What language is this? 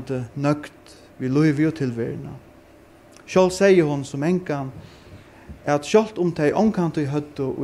Faroese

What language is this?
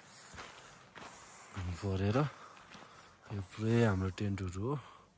Nepali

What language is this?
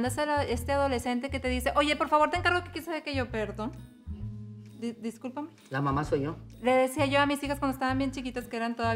Spanish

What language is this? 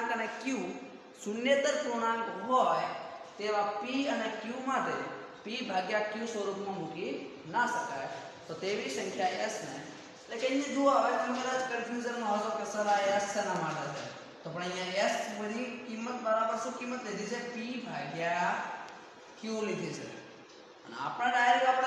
Gujarati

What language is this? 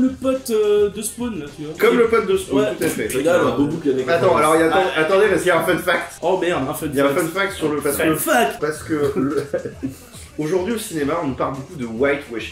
French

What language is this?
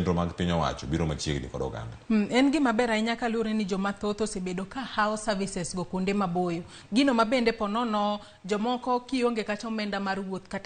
Luo (Kenya and Tanzania)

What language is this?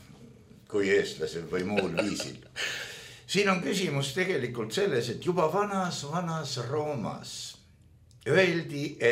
Estonian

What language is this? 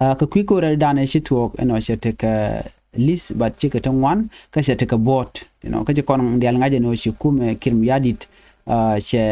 Nuer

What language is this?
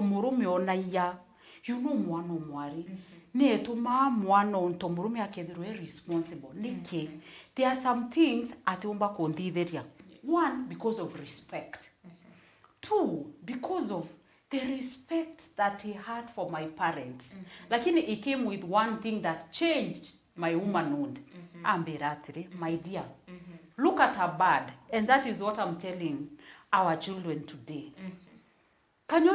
Meru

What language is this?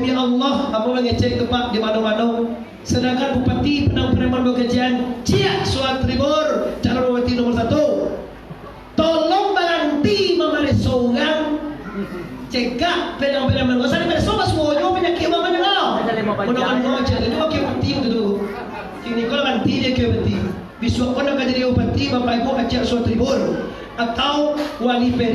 Minangkabau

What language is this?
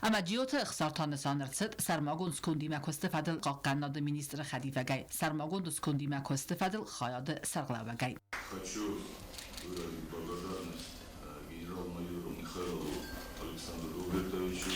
Ossetic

